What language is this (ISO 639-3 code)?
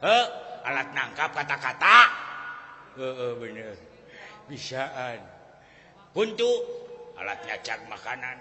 sun